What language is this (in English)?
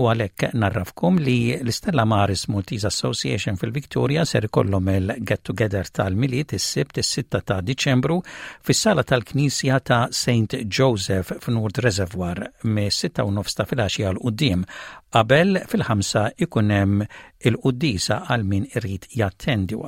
Maltese